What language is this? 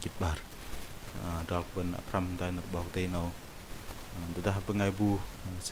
Bahnar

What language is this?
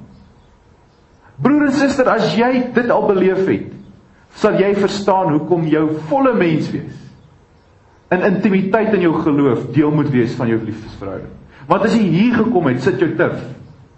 Afrikaans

